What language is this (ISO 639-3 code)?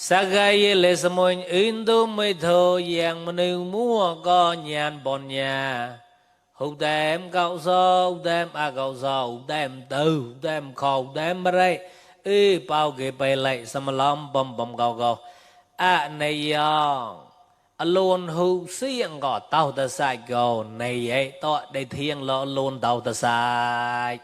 mnw